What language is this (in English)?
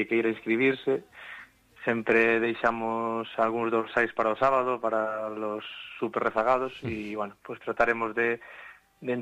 Galician